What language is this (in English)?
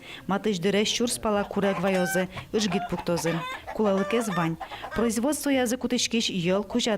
Udmurt